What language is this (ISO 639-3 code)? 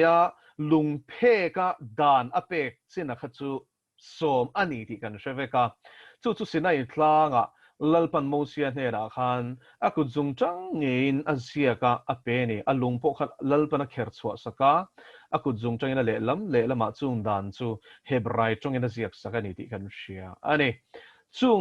lus